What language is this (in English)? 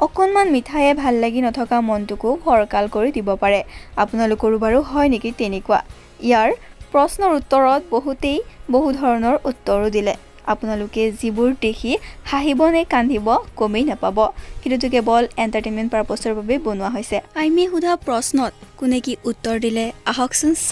Assamese